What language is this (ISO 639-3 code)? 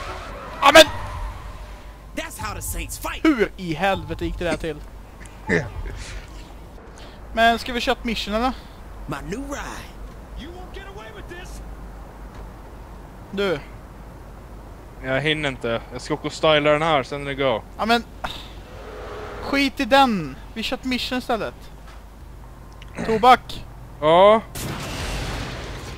swe